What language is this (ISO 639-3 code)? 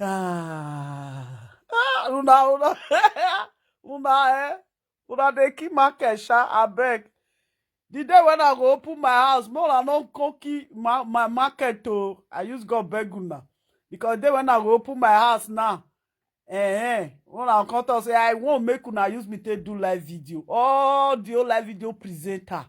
pcm